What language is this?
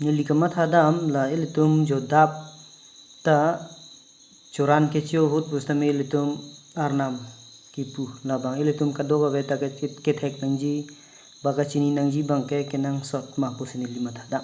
Karbi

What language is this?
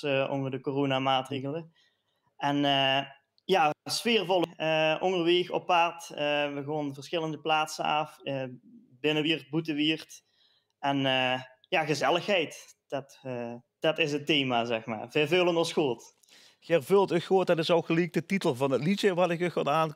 Limburgish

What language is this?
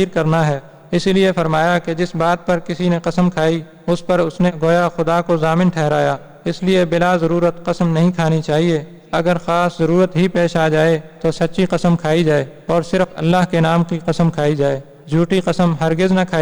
Urdu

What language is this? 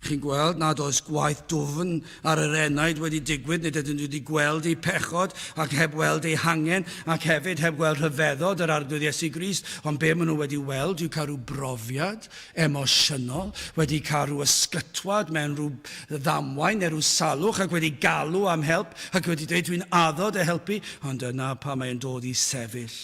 Welsh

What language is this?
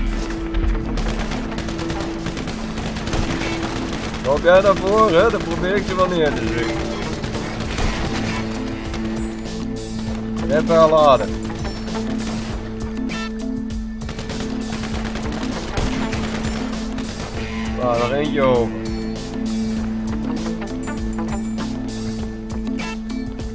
Dutch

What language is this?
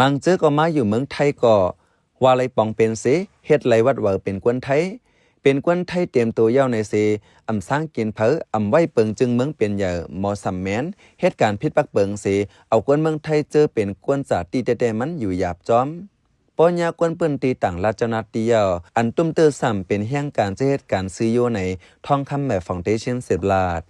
Shan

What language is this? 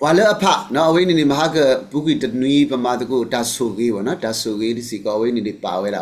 S'gaw Karen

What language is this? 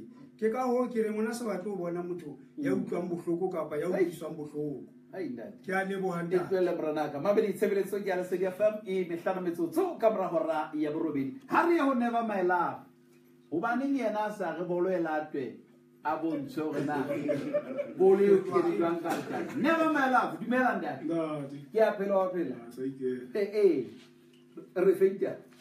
Southern Sotho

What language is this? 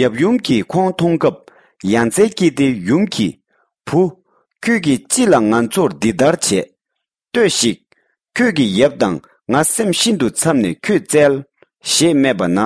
Tibetan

